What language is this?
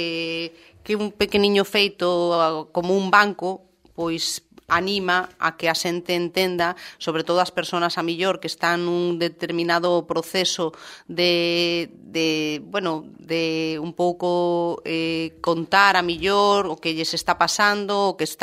Galician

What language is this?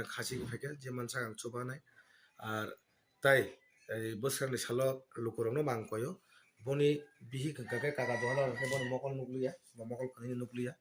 Kok Borok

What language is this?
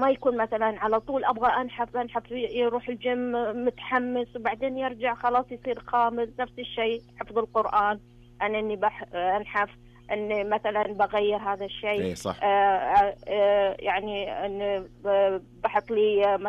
Najdi Arabic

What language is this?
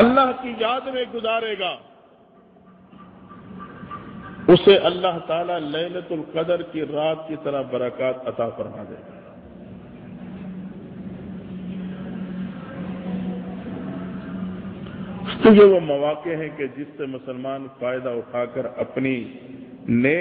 Urdu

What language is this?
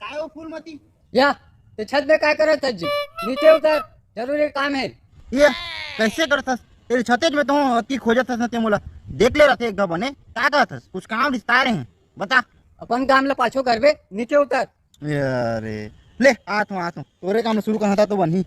Chhattisgarhi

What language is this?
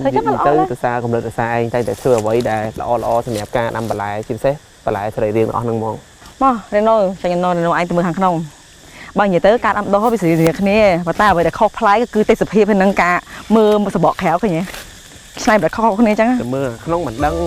Khmer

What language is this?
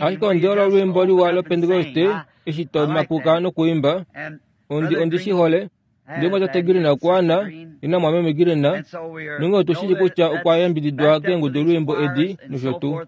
Kuanyama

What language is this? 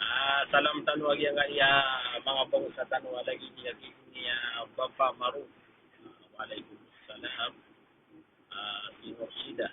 Maranao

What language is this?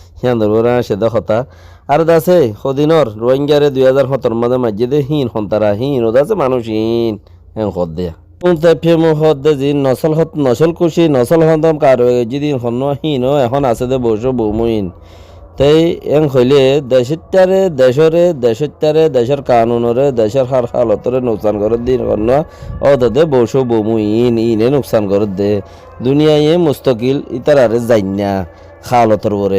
Rohingya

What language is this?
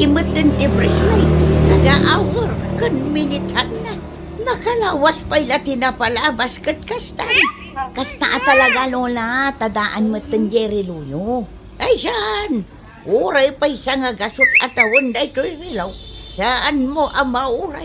Iloko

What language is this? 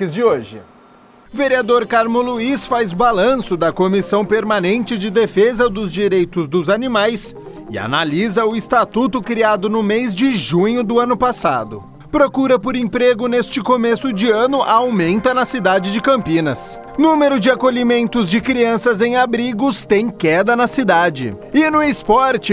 Portuguese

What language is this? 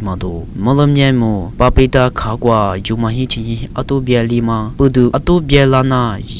Lisu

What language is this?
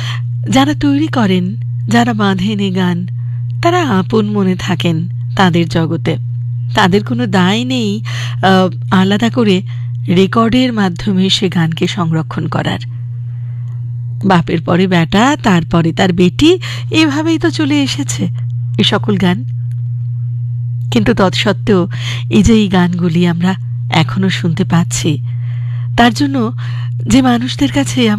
Bangla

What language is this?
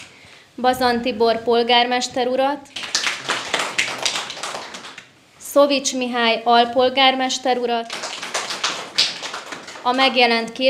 Hungarian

